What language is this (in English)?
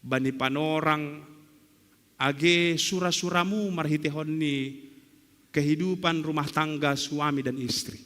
Batak Simalungun